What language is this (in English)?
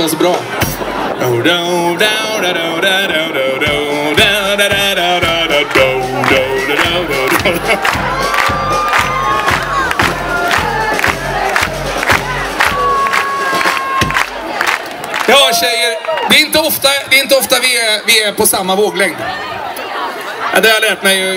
Swedish